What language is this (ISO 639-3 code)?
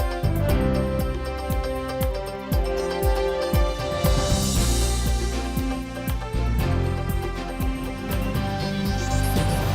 udm